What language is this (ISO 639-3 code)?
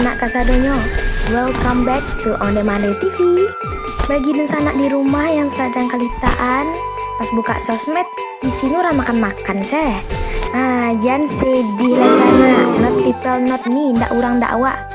min